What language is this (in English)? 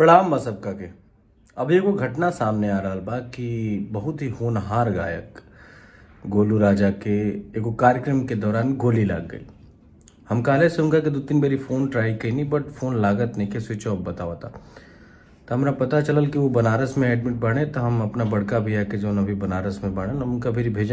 Bhojpuri